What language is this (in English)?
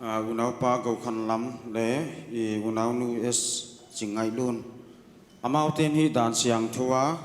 Paite Chin